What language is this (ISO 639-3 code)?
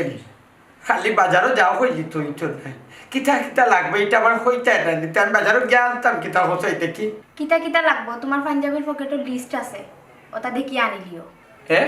syl